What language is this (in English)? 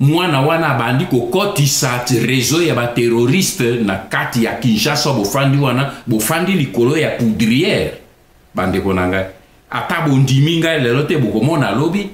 Lingala